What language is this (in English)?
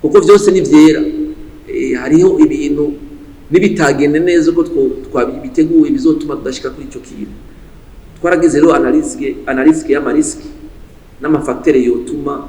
Rundi